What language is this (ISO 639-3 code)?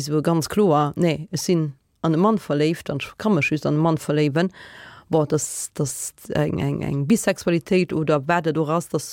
ltz